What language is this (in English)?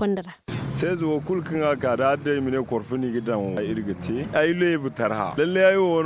Zarma